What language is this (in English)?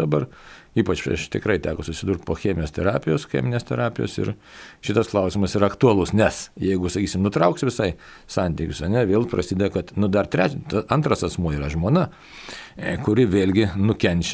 Lithuanian